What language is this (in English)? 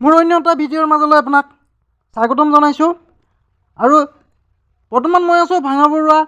Assamese